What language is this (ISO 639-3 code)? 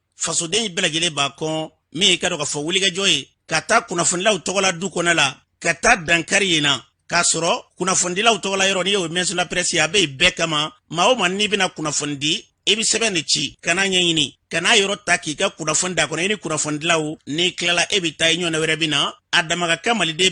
bam